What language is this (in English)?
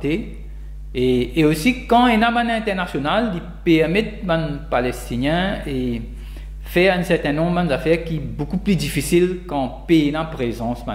Morisyen